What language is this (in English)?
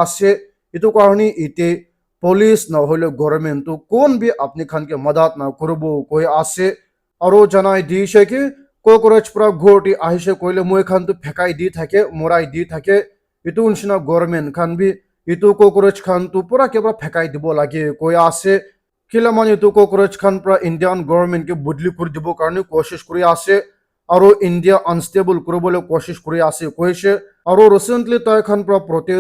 Naga Pidgin